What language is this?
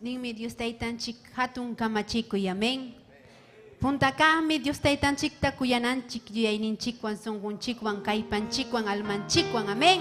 Ayacucho Quechua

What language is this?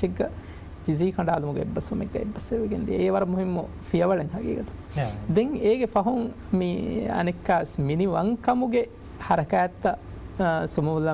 Divehi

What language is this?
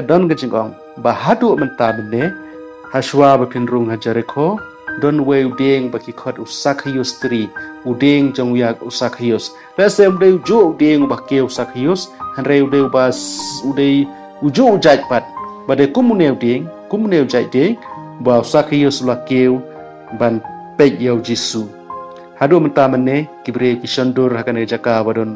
Khasi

